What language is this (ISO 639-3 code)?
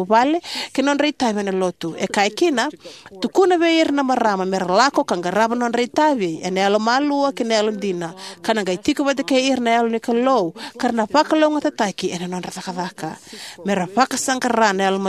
fij